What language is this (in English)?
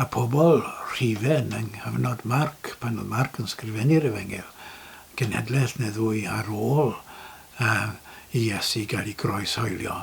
Welsh